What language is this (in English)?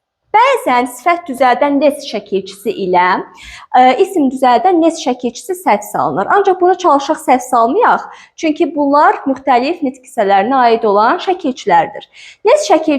Azerbaijani